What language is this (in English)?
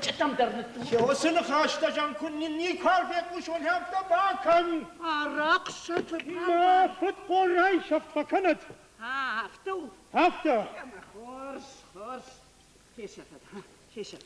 Ossetic